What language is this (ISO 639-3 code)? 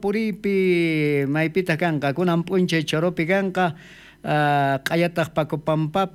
quh